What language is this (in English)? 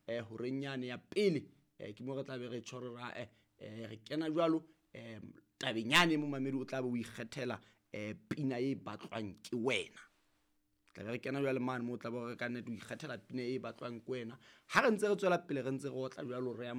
Southern Sotho